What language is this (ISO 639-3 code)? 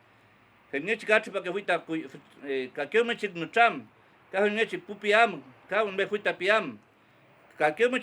arn